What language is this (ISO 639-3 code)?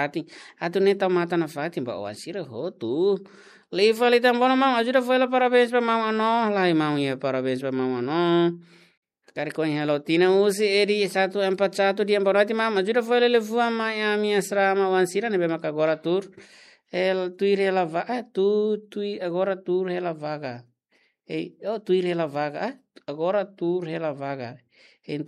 tet